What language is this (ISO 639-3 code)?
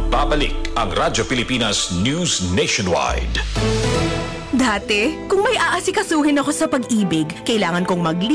fil